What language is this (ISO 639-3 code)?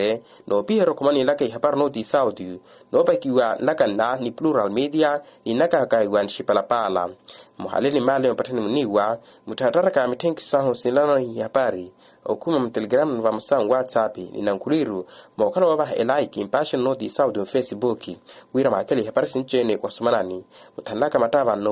vmw